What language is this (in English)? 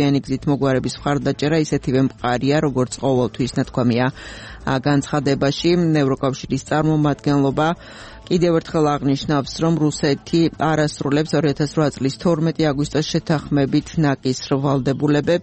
Georgian